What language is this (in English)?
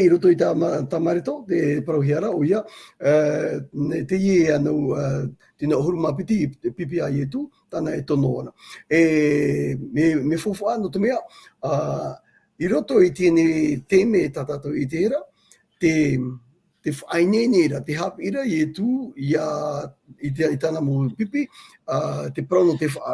Tahitian